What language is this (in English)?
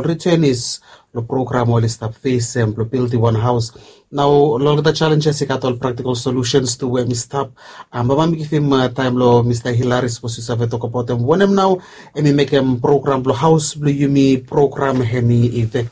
Bislama